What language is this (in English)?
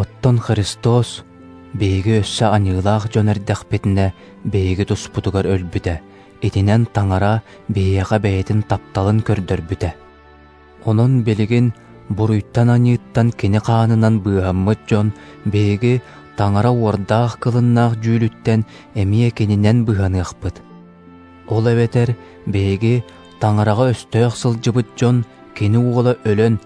Yakut